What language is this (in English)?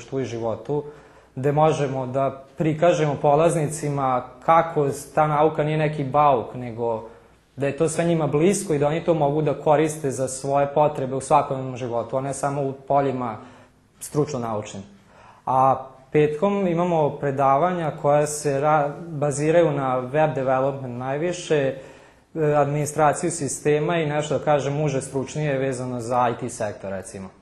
Serbian